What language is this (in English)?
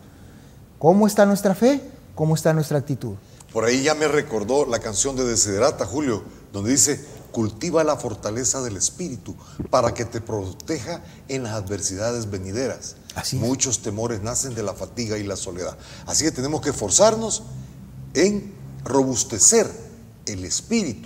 Spanish